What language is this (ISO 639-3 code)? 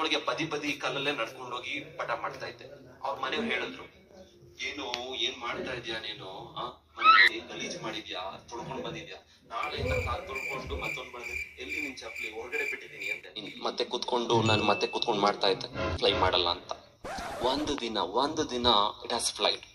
kan